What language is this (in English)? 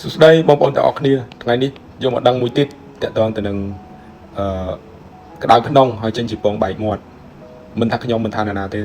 Khmer